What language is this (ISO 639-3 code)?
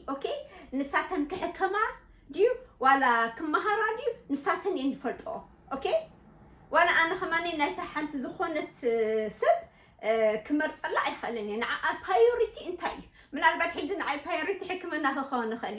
tir